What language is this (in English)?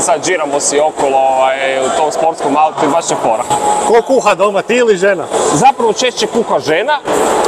Croatian